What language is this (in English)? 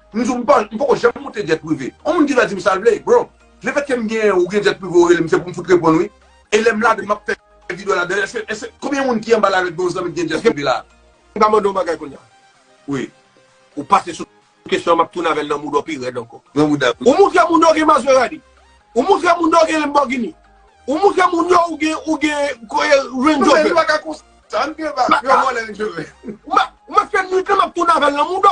Haitian Creole